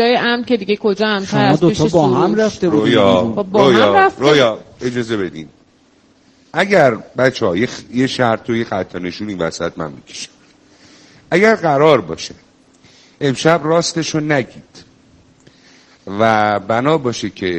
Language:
Persian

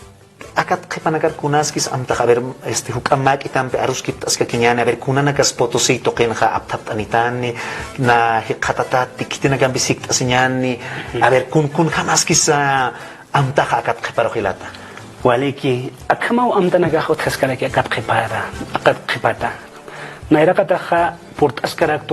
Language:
Aymara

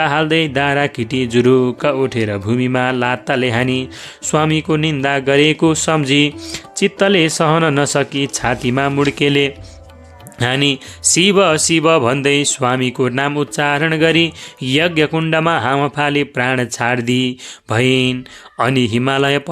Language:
Nepali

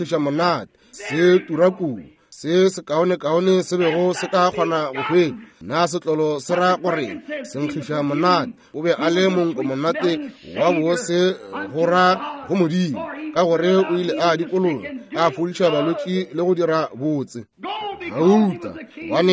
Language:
Northern Sotho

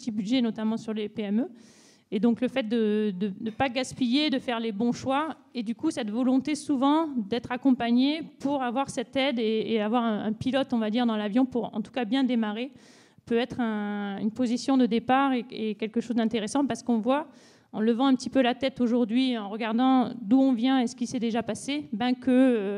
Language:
French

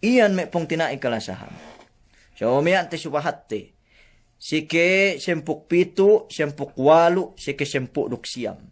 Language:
Yakan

